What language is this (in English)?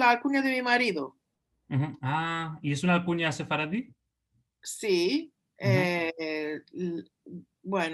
Ladino